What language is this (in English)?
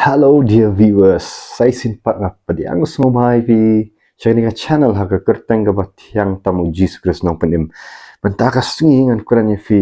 Khasi